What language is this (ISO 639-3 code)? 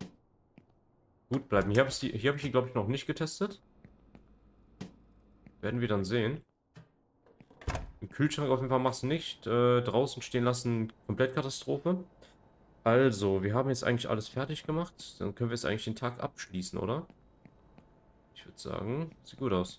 deu